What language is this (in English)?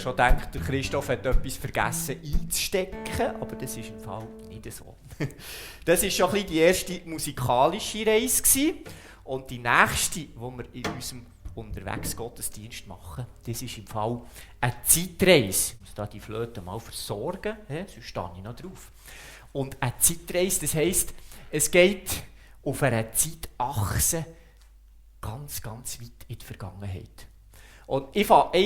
Swiss German